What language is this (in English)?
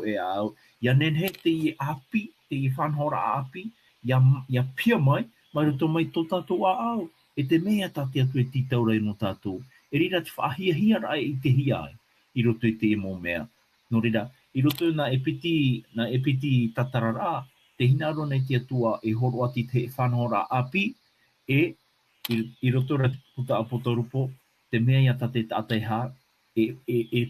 Tahitian